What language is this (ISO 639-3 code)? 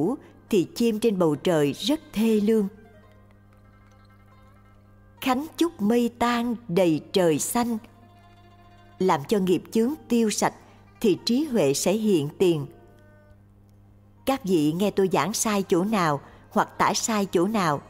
vie